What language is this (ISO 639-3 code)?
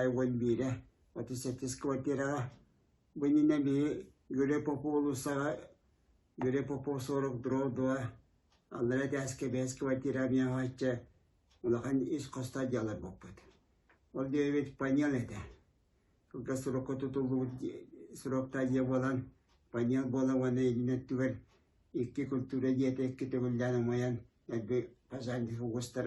sah